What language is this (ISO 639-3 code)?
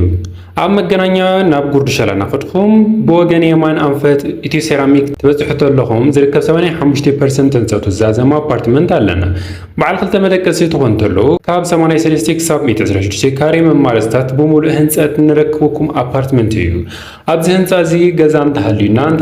tir